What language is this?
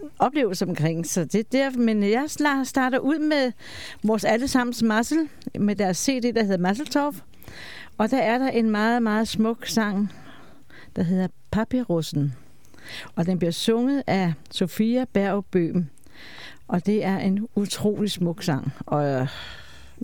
Danish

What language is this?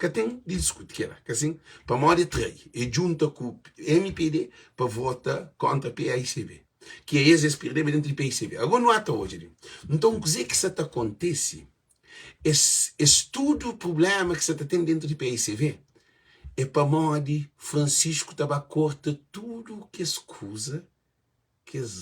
Kabuverdianu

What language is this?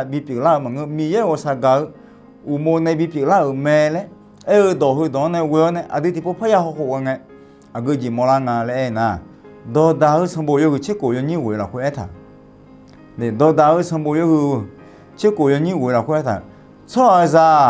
Akha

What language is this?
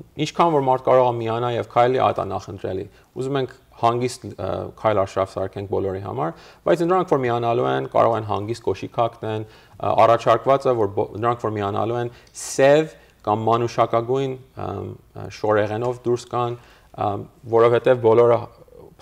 Armenian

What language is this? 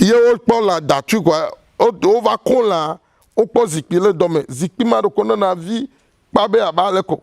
Ewe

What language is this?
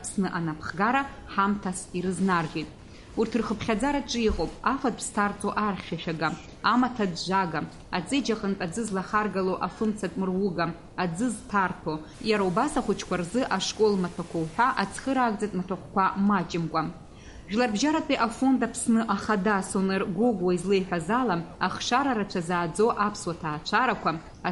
Abkhazian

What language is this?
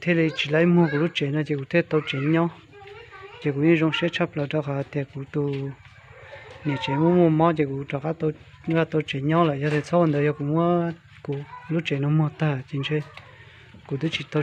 Hmong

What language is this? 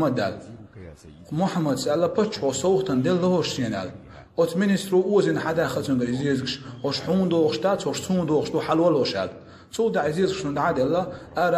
Chechen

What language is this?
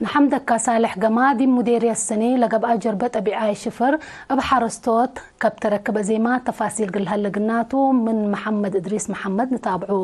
Tigre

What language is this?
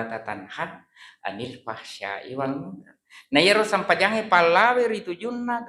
Buginese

